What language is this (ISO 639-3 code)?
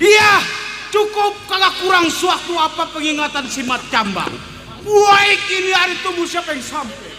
bew